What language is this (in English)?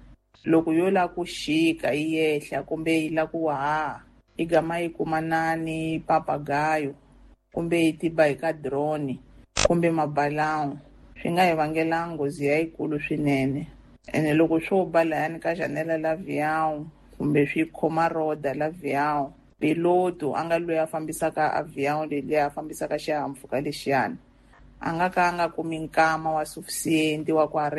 Tsonga